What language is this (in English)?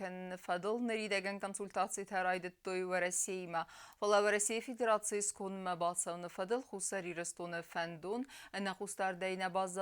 Ossetic